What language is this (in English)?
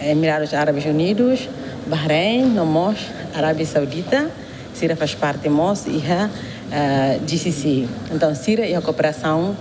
Tetum